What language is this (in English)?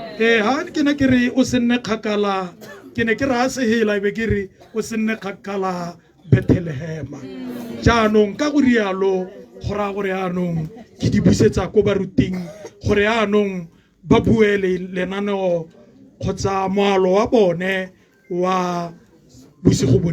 Tswana